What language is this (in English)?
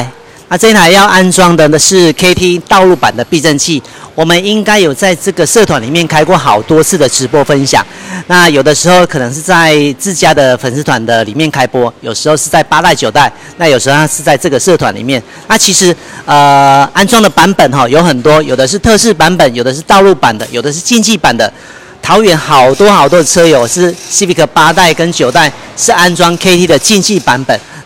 Chinese